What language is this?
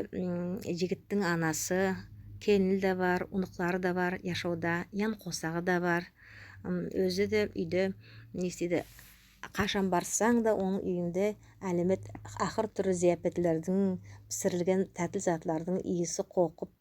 Nogai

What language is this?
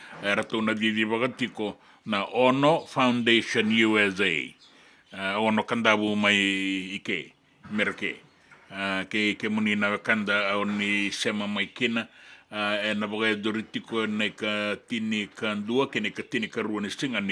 Fijian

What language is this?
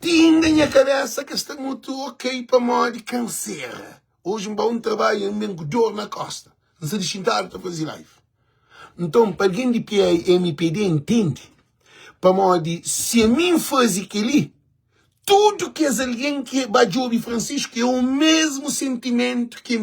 Kabuverdianu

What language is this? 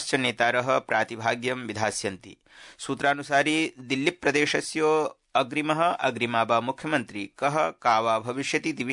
Sanskrit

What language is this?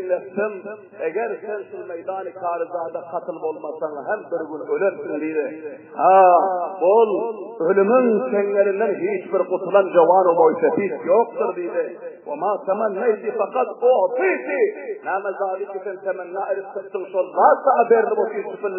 Turkmen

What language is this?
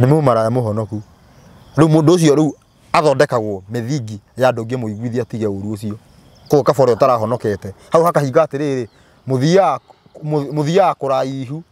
Kikuyu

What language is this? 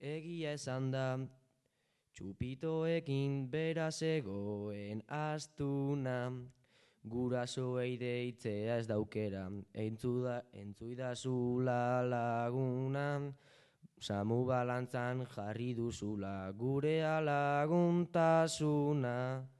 Basque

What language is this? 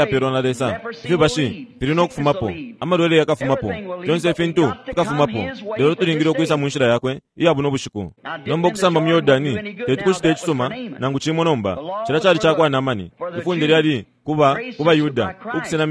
Bemba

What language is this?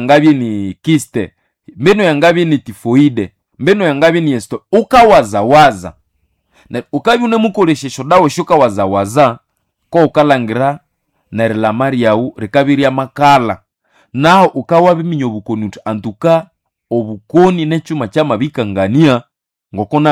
Nande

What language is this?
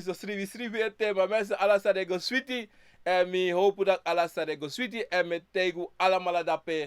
Sranan Tongo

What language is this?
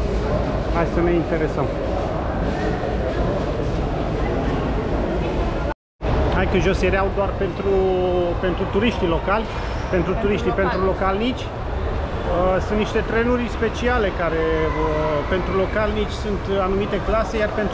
Romanian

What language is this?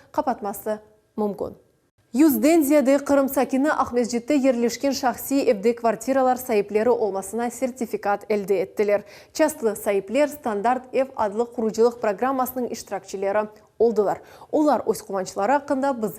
Crimean Tatar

